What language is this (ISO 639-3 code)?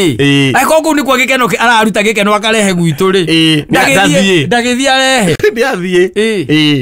kik